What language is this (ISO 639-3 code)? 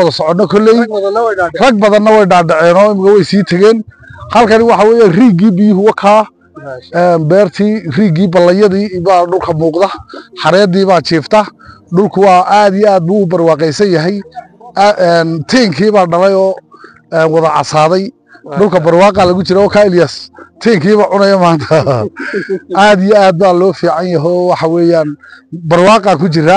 som